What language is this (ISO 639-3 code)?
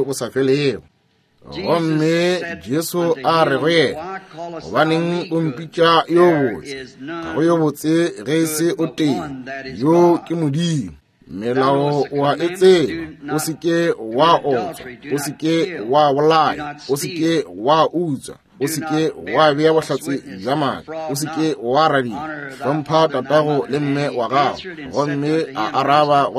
nso